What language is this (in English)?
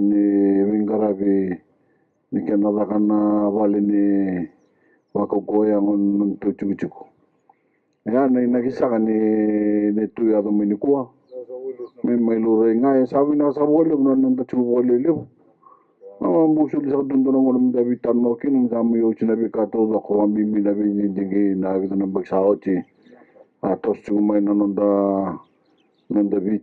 Fijian